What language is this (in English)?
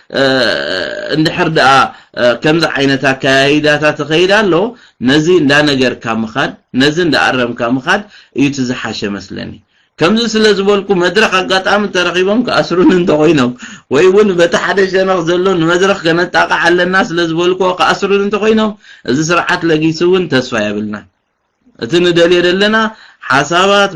Tigrinya